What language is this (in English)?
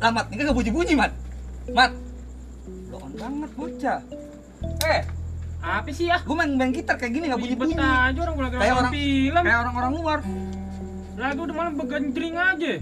Betawi